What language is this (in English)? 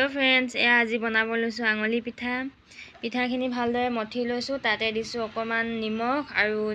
Assamese